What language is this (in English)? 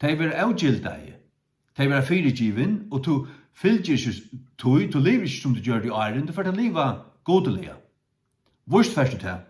Faroese